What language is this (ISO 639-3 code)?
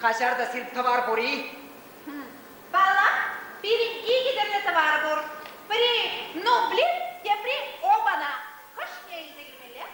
chv